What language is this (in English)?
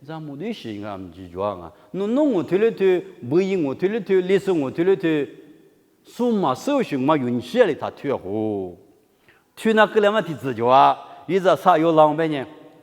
Lisu